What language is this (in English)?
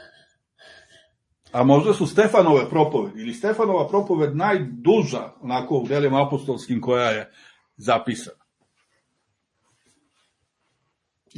Serbian